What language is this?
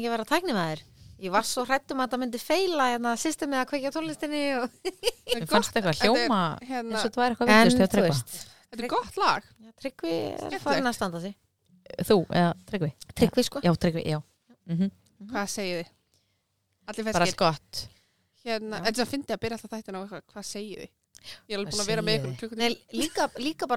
Icelandic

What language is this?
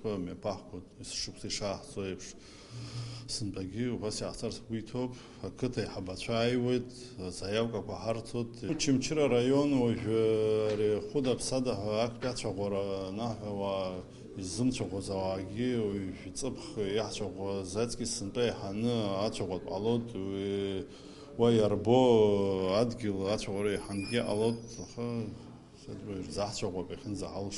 Abkhazian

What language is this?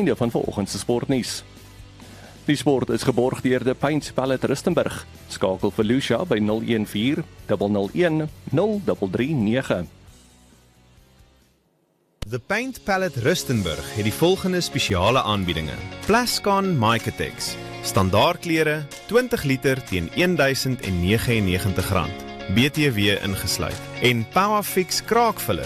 Afrikaans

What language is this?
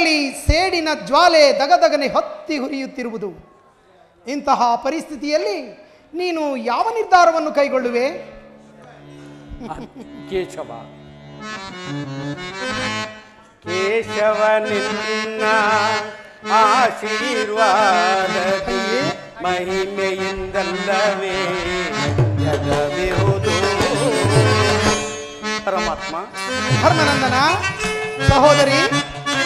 Kannada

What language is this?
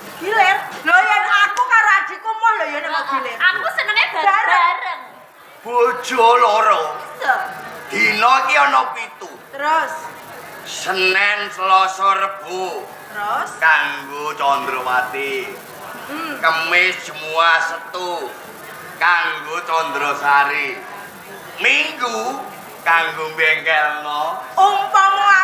Javanese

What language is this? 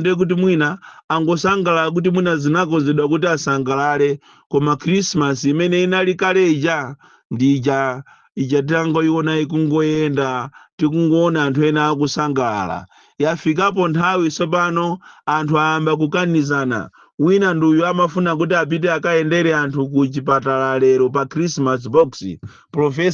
Nyanja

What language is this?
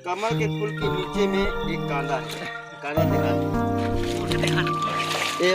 Chhattisgarhi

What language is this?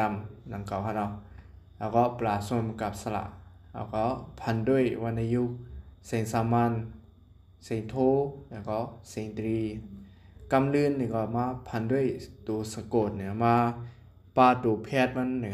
Shan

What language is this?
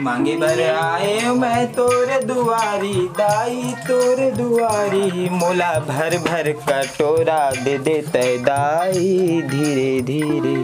Chhattisgarhi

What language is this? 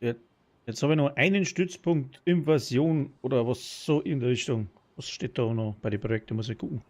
Bavarian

